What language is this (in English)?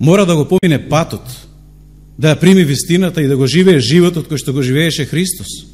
Macedonian